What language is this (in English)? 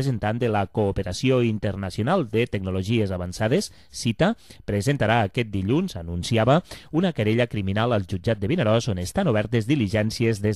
Catalan